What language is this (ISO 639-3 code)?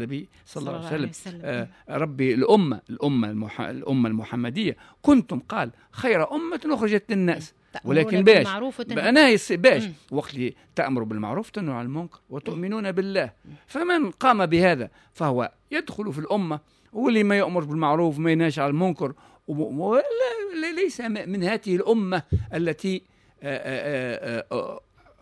aeb